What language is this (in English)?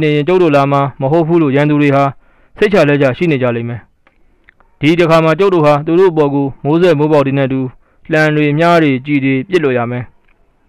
Burmese